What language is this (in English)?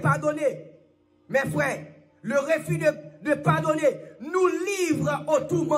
Haitian Creole